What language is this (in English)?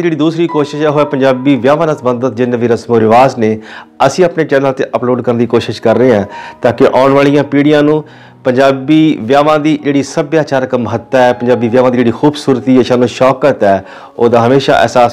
Punjabi